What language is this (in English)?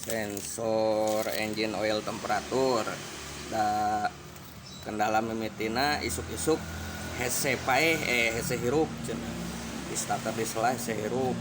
Sundanese